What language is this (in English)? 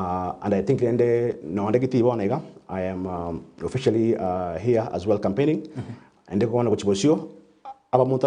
Gusii